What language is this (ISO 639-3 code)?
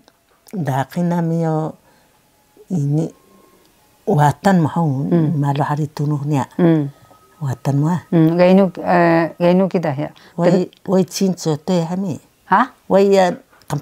trv